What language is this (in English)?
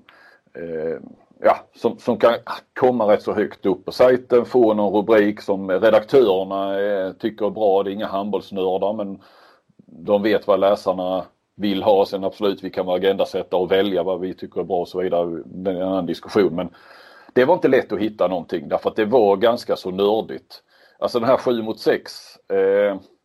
Swedish